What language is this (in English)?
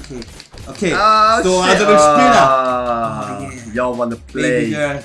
Swiss German